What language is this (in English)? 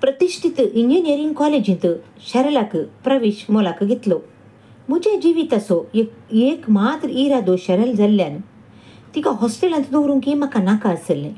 Konkani